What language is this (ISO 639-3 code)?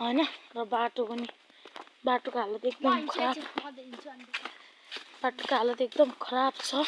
nep